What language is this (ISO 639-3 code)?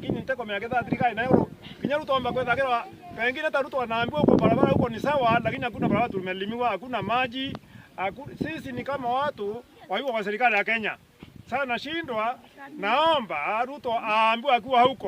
mer